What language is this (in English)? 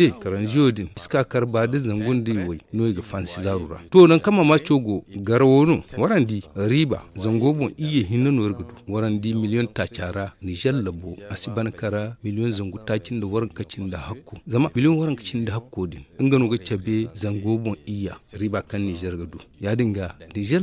Zarma